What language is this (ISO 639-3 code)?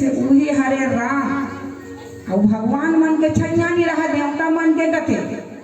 hne